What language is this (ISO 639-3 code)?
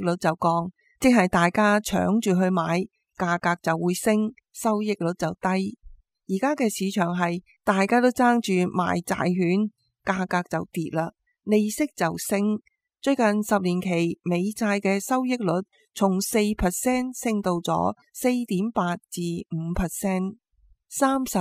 yue